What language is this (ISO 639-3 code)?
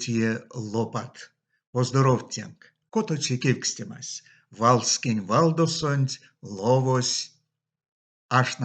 myv